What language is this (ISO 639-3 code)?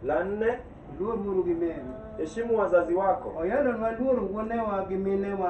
luo